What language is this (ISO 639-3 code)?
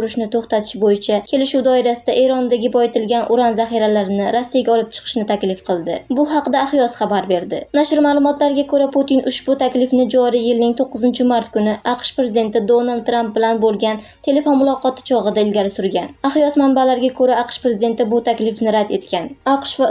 uzb